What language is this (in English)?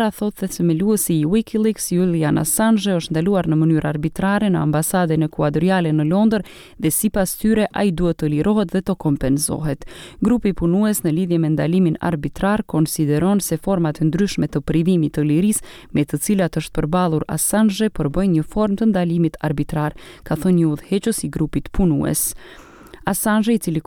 Albanian